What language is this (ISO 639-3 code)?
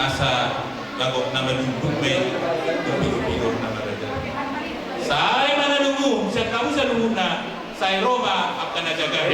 bbc